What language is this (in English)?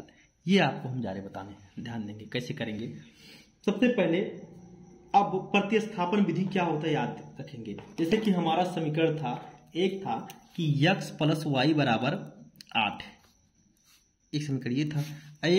Hindi